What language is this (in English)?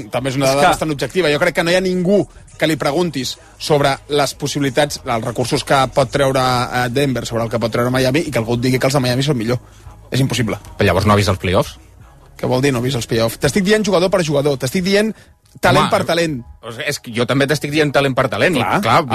Catalan